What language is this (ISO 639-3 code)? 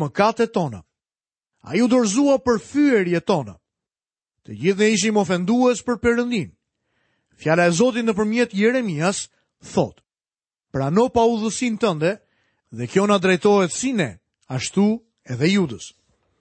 sqi